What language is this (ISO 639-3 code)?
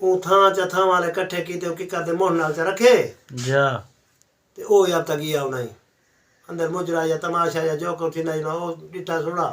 skr